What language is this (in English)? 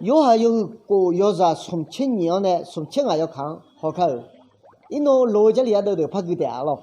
Akha